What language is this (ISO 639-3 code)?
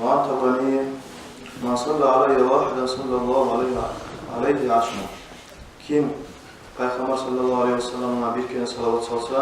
kum